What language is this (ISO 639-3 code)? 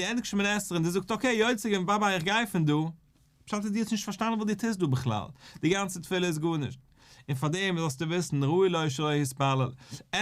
yid